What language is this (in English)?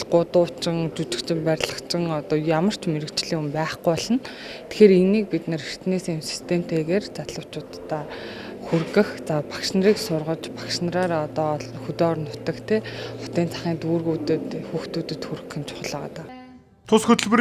Mongolian